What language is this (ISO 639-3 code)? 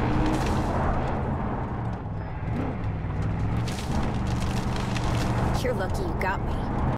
eng